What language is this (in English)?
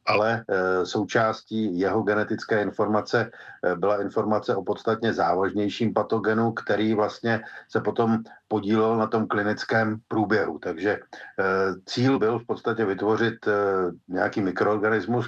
Czech